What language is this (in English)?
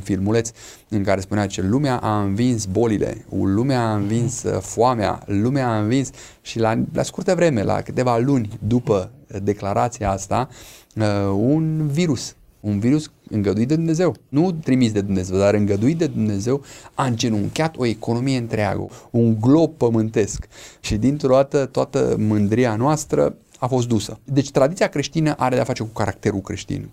Romanian